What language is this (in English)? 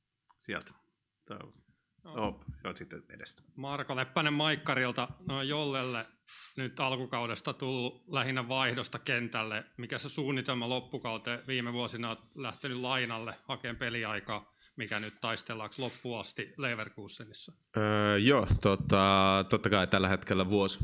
Finnish